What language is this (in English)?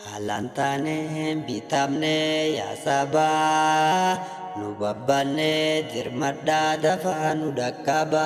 Oromo